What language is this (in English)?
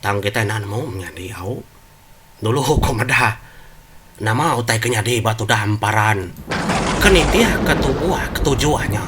Iban